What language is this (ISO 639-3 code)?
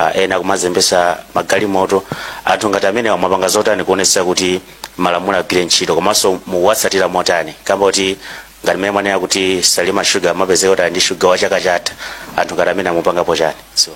nya